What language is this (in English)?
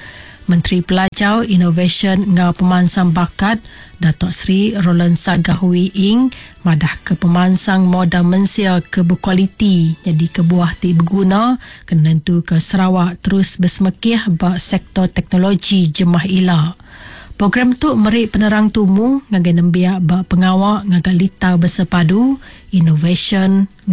Iban